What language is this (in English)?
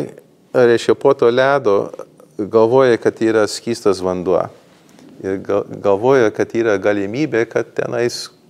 Lithuanian